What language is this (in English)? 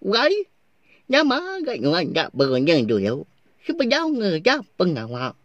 Iban